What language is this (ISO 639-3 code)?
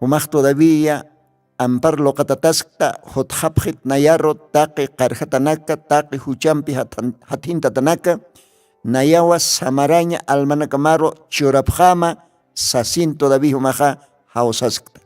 aym